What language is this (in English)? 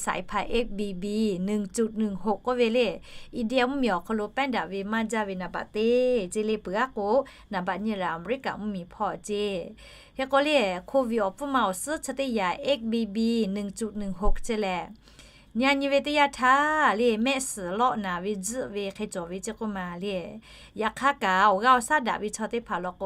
Lahu